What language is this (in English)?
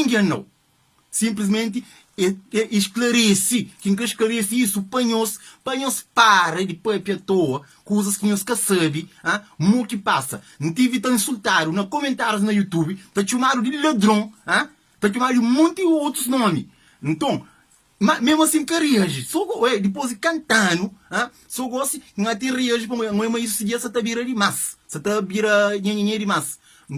Kabuverdianu